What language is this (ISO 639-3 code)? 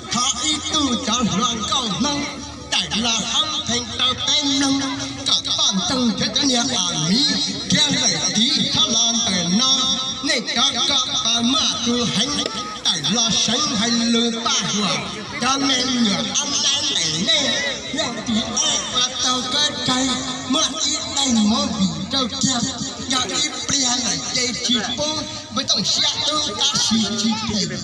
hmn